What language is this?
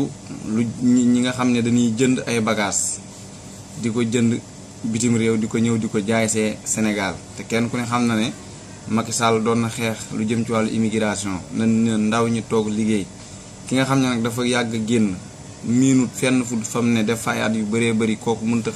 Wolof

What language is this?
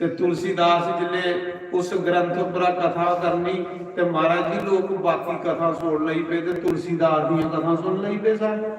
Dogri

